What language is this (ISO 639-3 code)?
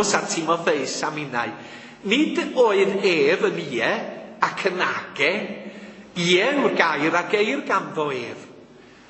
cym